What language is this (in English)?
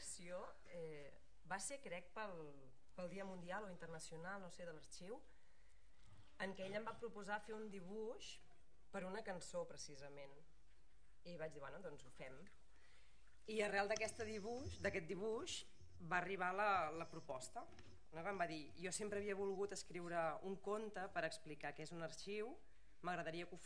Catalan